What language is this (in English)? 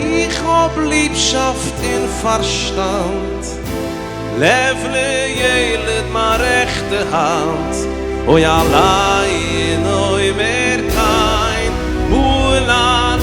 Yiddish